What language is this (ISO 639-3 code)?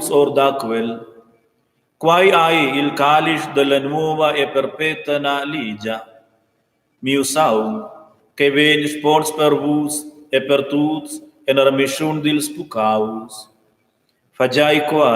roh